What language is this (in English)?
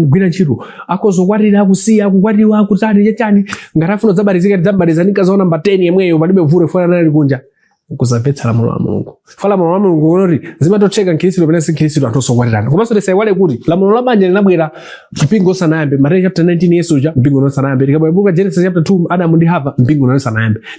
Nyanja